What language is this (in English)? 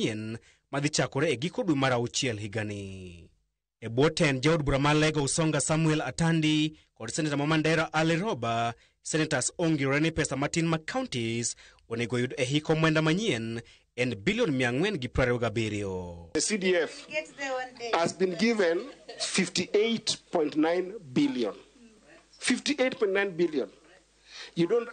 Luo (Kenya and Tanzania)